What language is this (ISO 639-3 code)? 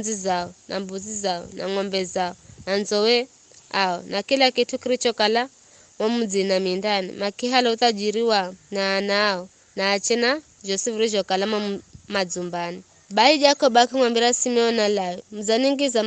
nyf